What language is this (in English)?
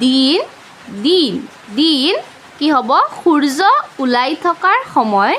Assamese